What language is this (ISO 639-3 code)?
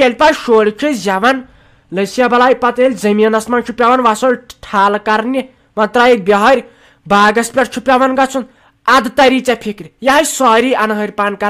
kas